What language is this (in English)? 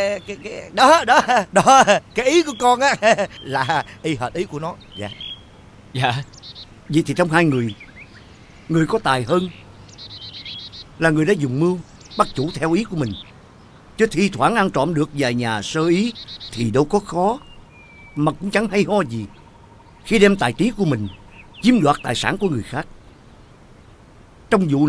Vietnamese